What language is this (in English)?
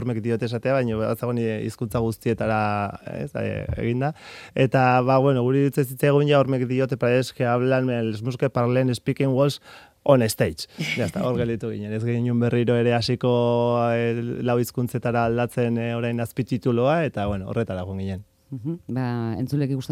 Basque